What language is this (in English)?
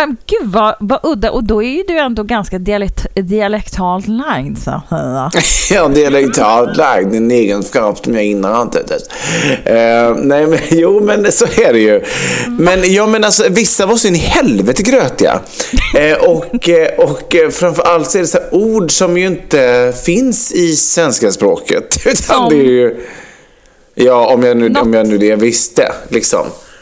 Swedish